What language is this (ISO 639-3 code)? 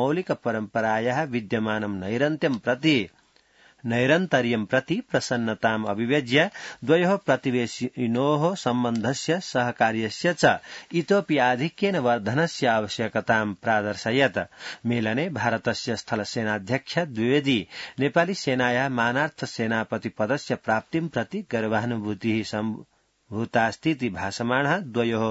san